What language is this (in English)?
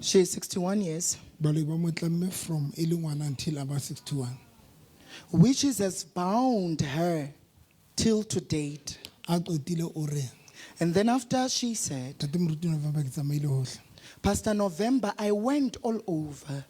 Southern Sotho